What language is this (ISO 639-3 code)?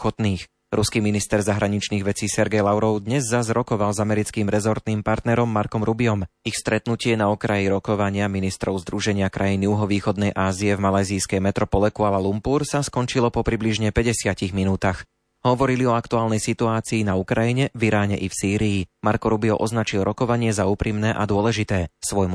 slk